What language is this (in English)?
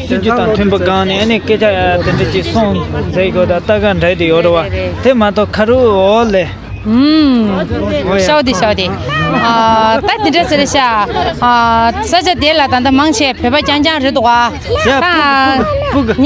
Tibetan